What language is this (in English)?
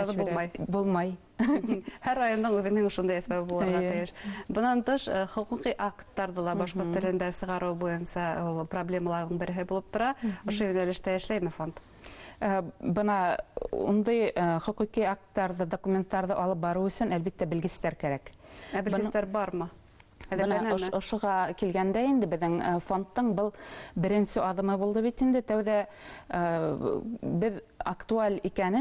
Bashkir